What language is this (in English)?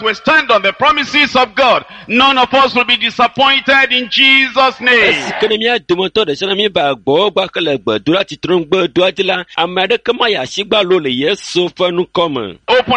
Ewe